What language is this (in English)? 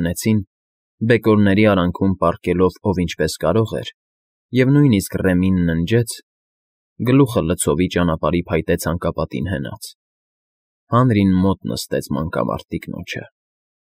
Armenian